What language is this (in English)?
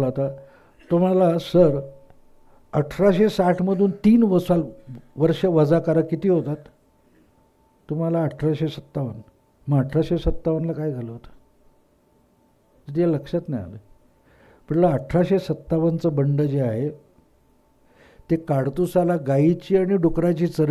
Marathi